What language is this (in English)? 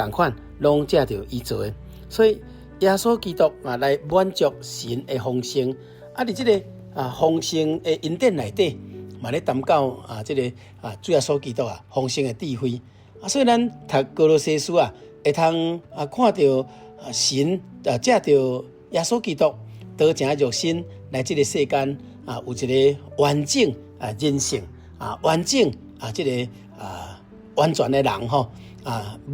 Min Nan Chinese